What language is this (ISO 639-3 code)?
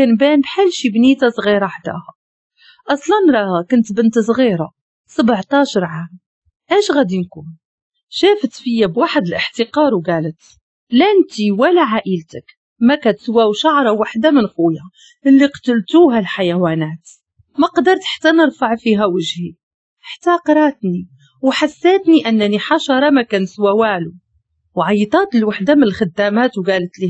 ary